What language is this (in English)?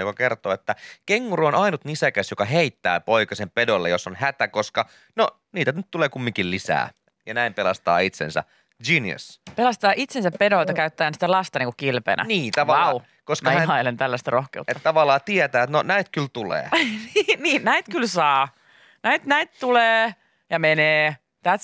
Finnish